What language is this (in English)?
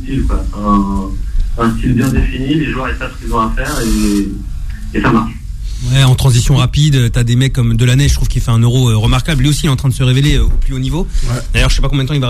French